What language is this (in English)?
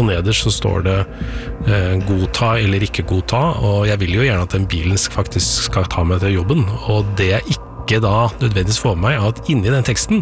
Norwegian